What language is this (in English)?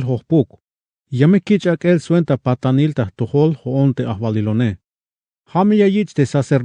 Tzeltal